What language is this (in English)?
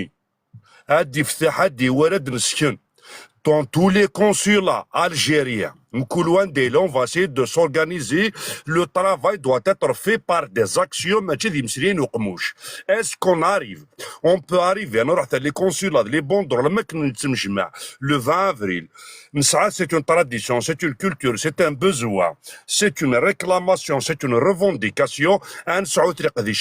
Kabyle